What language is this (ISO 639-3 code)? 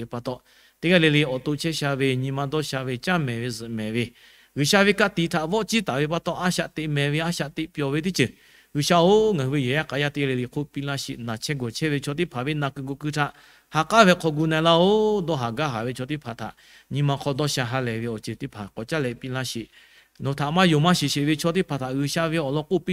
lhu